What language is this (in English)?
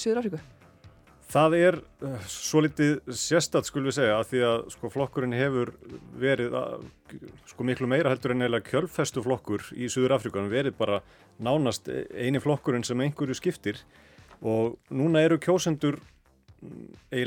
Icelandic